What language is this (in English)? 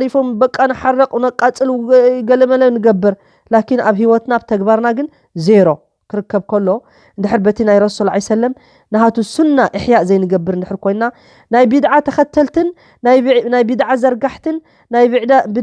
Tigrinya